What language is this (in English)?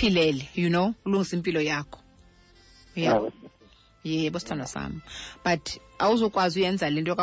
Xhosa